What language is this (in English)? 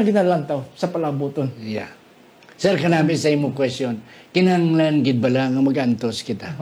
Hiligaynon